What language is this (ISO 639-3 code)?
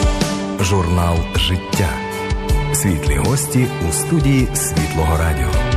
ukr